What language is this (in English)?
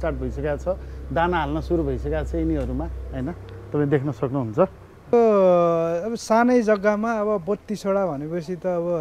Nepali